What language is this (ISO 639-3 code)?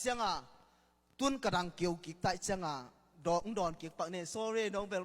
ctd